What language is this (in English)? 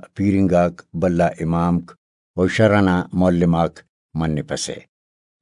Brahui